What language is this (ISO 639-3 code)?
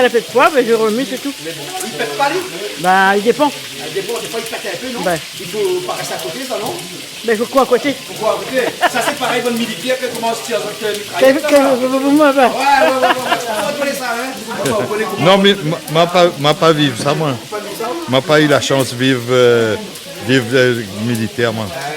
rcf